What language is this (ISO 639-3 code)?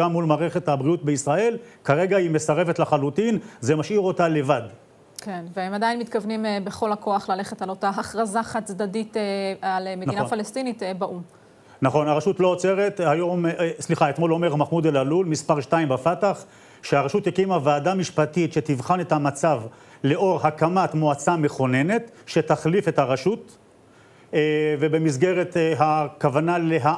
heb